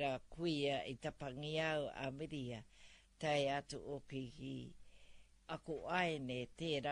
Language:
Māori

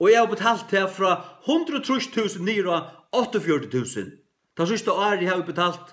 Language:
Faroese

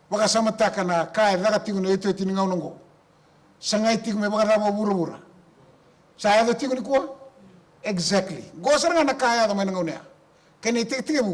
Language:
Fijian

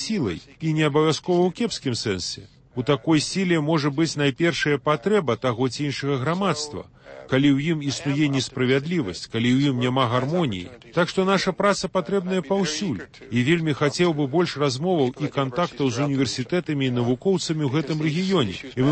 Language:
Belarusian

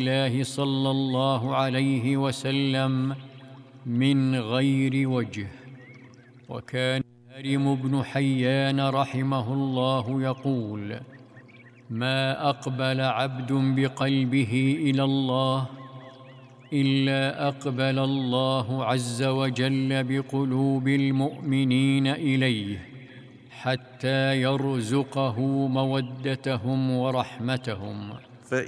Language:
Arabic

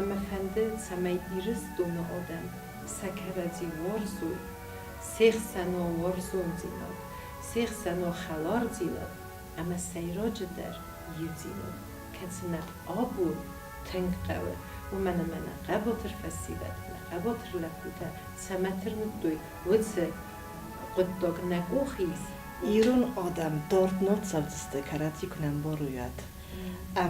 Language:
Ossetic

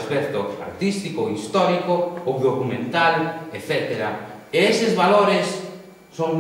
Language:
Galician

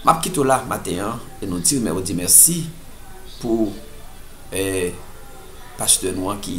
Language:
Haitian Creole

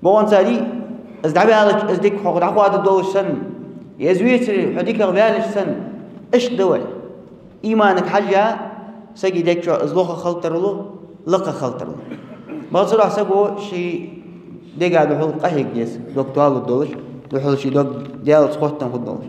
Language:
Ingush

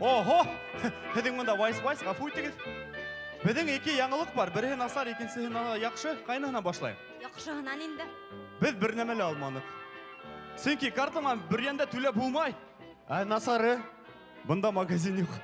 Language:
Bashkir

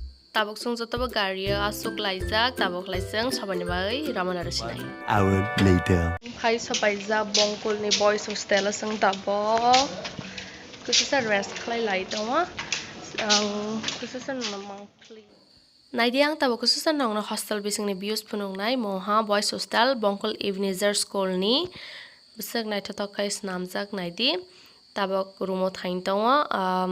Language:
Kok Borok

